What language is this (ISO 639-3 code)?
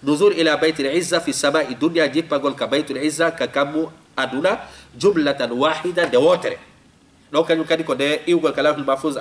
ful